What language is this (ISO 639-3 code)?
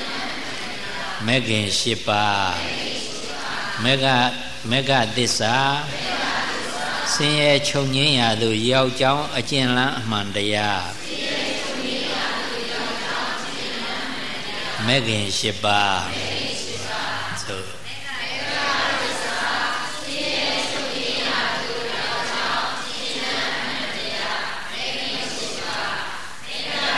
mya